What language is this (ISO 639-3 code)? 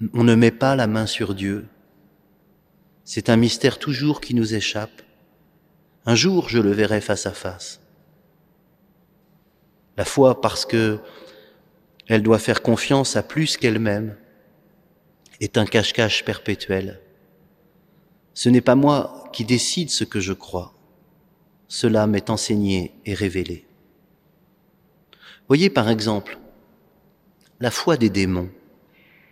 fra